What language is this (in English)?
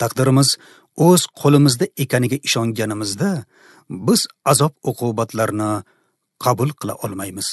Uzbek